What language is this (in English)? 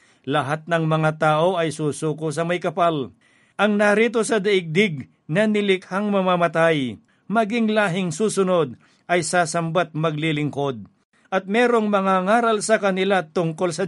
Filipino